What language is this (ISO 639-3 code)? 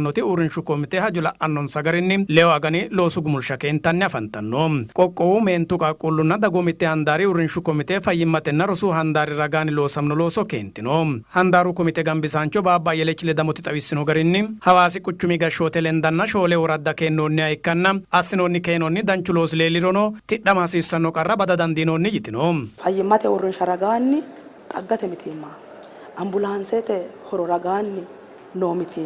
sid